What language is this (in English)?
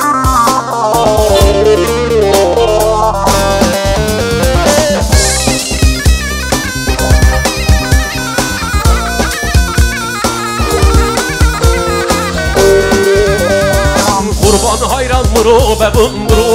Turkish